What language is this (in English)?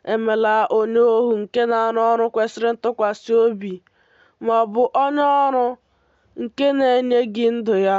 Igbo